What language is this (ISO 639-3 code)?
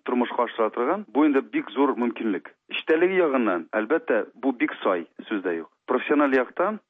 tat